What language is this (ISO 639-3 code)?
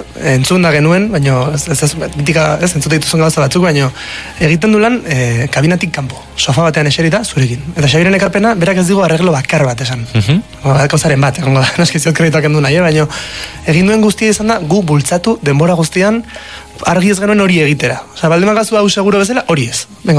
eus